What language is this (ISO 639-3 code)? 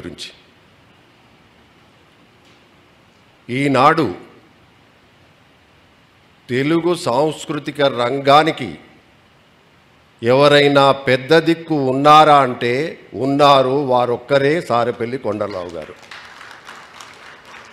tel